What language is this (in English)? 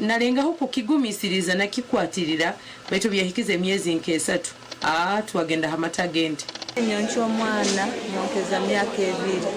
Nyankole